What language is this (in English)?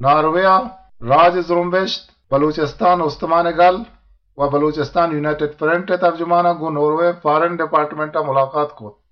Eastern Balochi